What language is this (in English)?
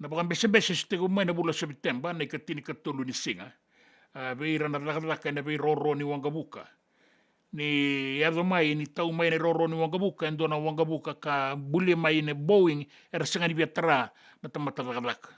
Fijian